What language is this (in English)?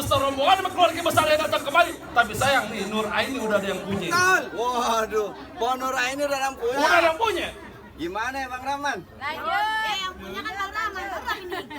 Betawi